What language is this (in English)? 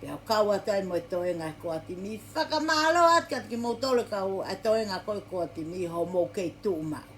Tongan